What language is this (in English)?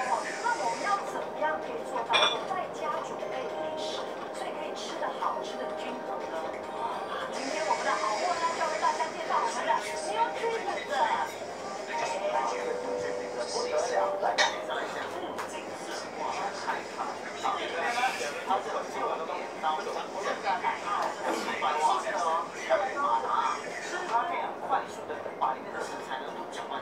Chinese